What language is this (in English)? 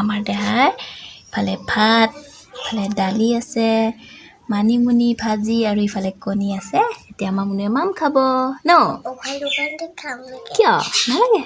Assamese